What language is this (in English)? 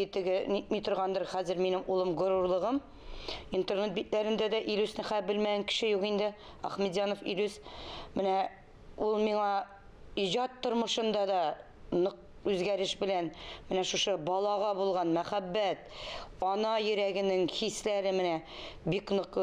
Tatar